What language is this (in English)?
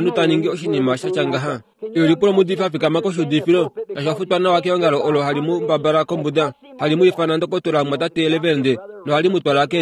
Kuanyama